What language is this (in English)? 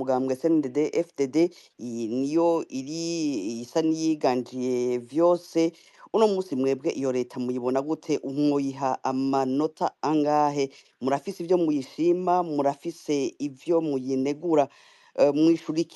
Rundi